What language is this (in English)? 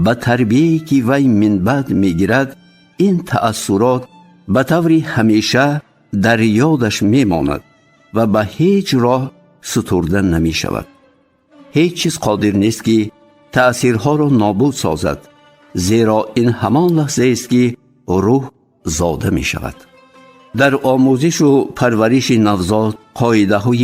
Tajik